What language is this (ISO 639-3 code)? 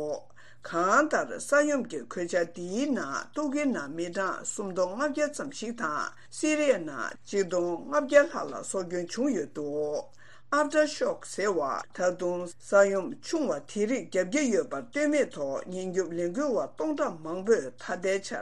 bod